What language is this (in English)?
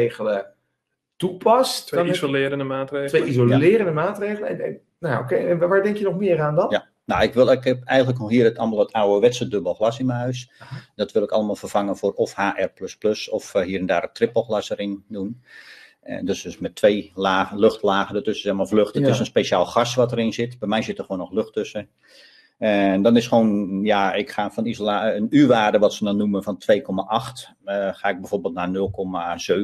Dutch